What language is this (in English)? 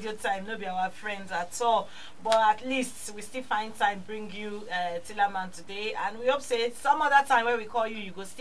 Nigerian Pidgin